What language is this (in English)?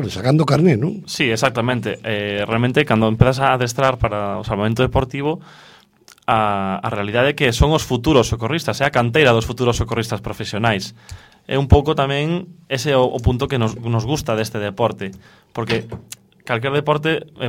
Galician